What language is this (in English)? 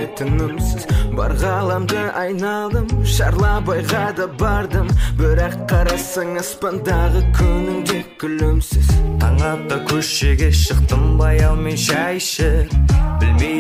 Kazakh